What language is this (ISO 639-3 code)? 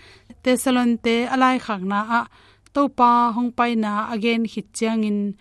ctd